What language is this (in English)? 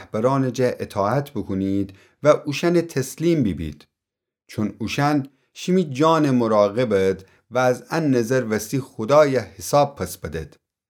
Gilaki